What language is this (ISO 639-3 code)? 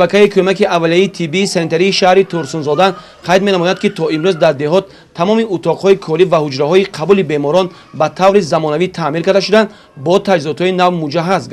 tgk